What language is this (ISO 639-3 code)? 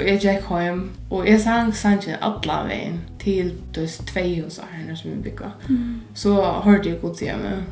fao